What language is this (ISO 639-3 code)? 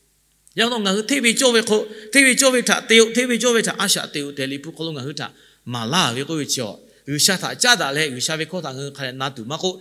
lhu